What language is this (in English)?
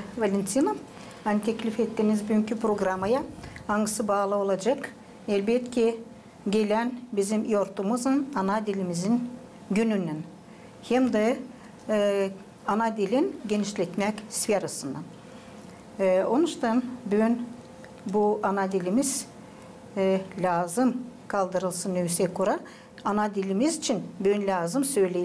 Gagauz